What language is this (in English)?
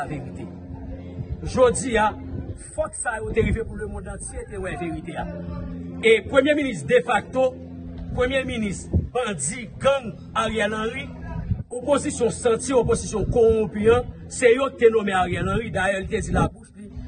Haitian Creole